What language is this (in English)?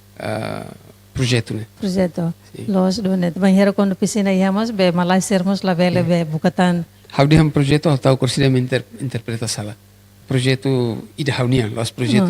Tetum